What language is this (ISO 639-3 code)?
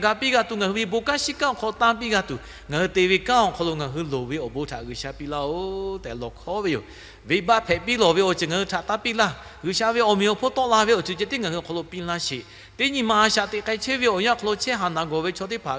lhu